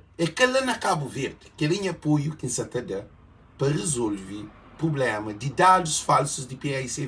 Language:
Kabuverdianu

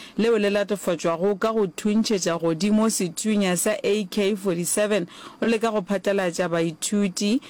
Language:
Northern Sotho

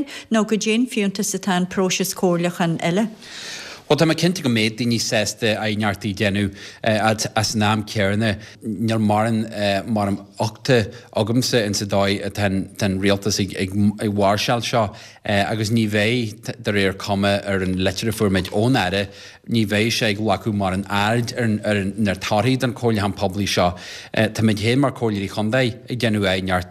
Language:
Irish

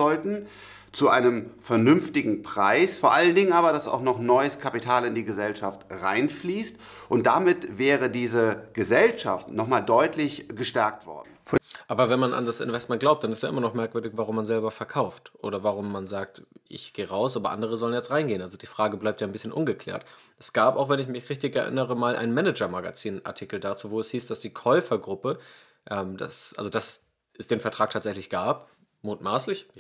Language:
German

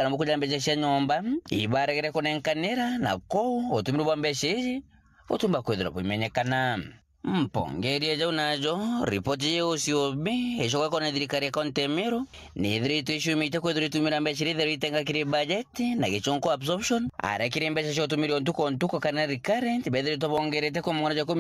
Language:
Meru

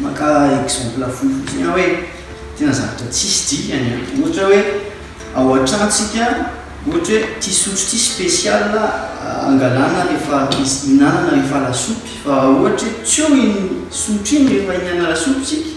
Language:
Malagasy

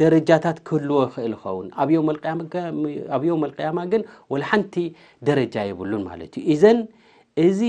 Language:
Tigrinya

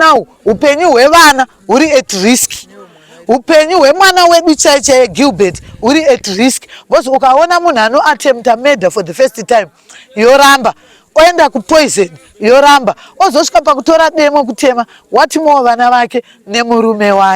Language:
Shona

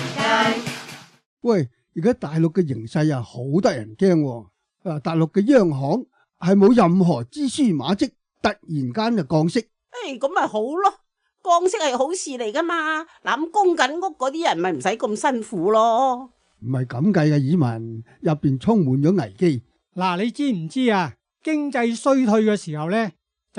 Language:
Cantonese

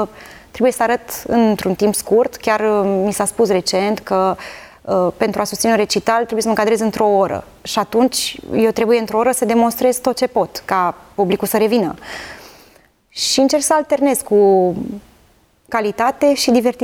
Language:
Romanian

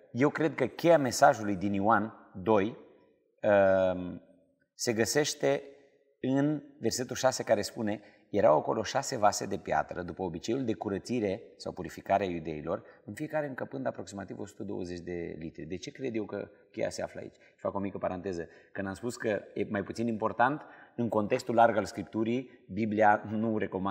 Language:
Romanian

